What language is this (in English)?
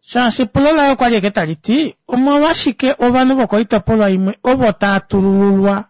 Kuanyama